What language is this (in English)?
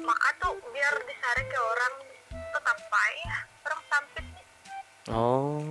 Banjar